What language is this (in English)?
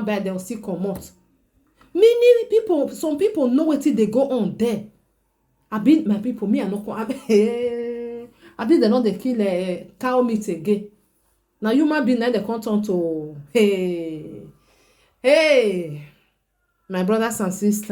Nigerian Pidgin